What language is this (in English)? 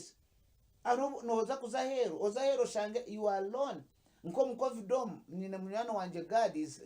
Nyankole